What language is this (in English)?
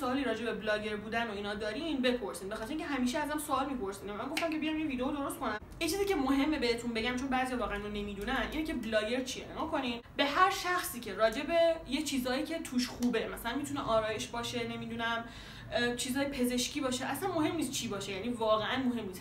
Persian